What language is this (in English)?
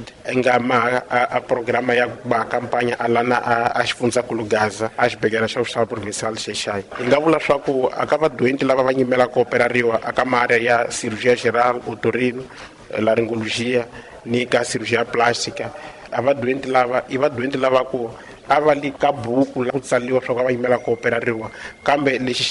Tsonga